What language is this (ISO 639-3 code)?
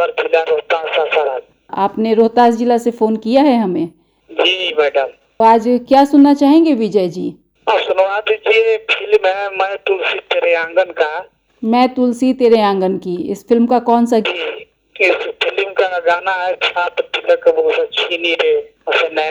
hin